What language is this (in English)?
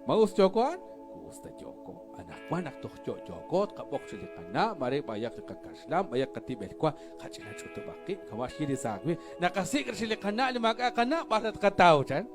Kekchí